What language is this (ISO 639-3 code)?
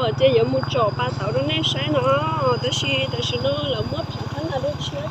hmn